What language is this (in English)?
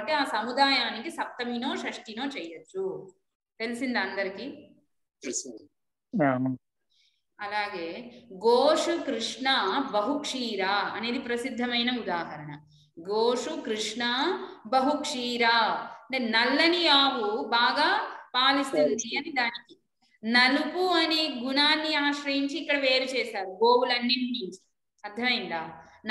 Telugu